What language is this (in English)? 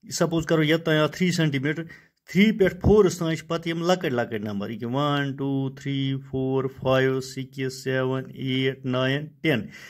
Kashmiri